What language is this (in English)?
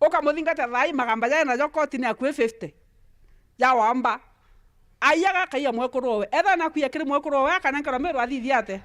Meru